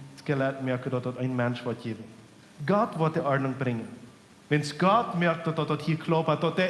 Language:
Plautdietsch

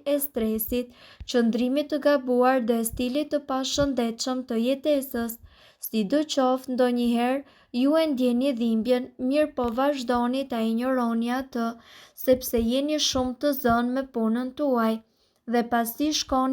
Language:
Albanian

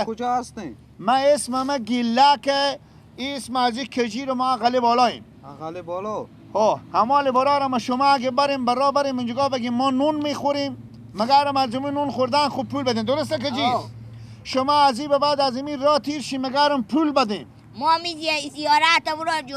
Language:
Persian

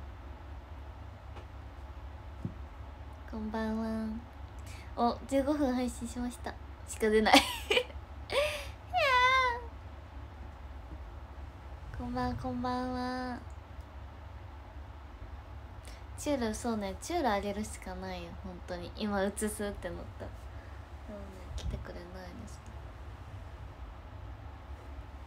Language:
Japanese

